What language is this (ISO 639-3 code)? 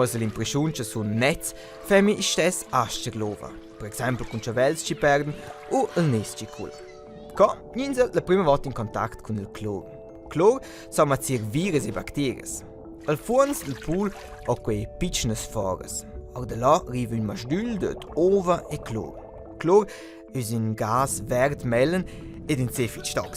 roh